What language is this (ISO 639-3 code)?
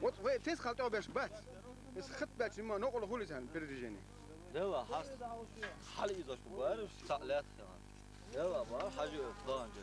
che